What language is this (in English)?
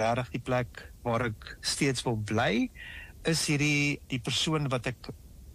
Afrikaans